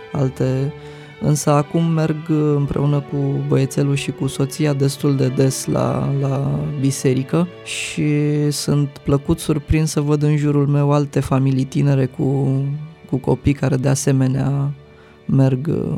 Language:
Romanian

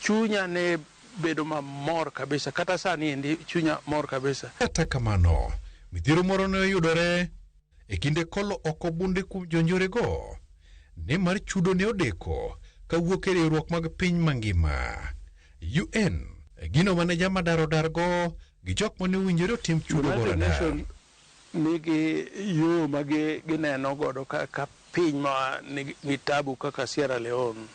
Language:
Luo (Kenya and Tanzania)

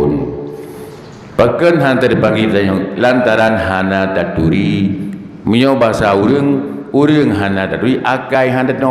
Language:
Achinese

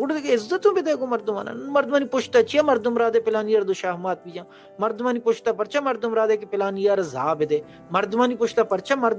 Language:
Baluchi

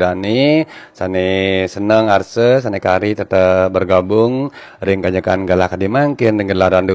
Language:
Balinese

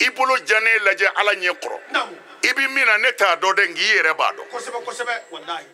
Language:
Bambara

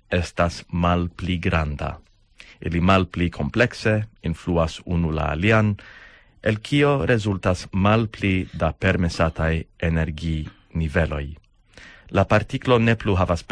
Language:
Esperanto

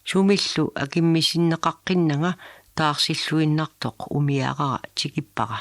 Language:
Kalaallisut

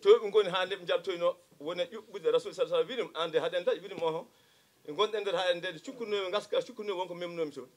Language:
Fula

